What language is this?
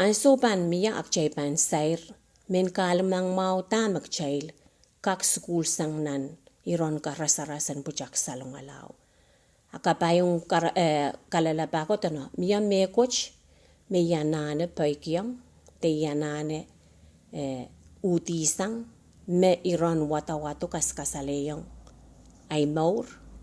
Pohnpeian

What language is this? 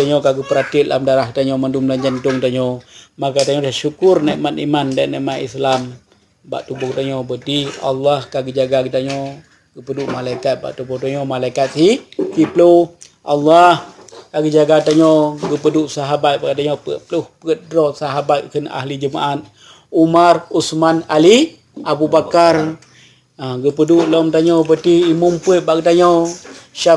Achinese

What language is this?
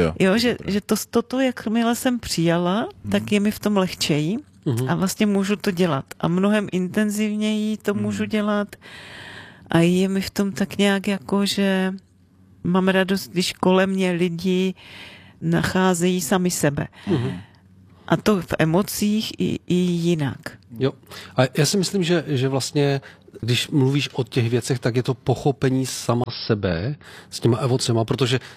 Czech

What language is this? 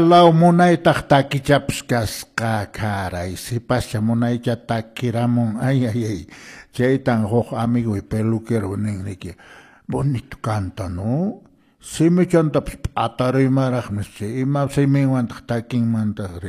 Quechua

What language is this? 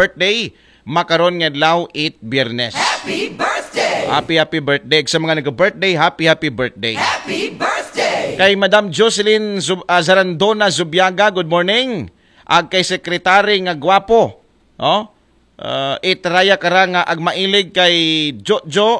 Aklanon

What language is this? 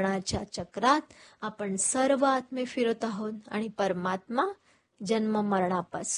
Marathi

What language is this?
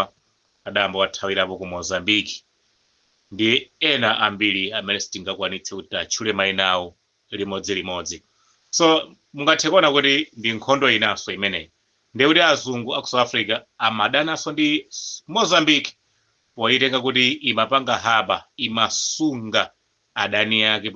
Nyanja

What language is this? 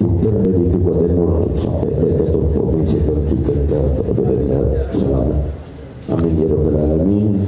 Madurese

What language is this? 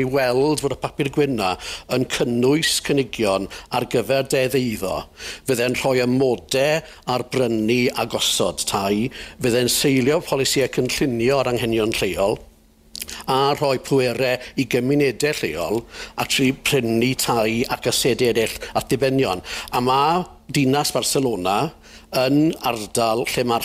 Welsh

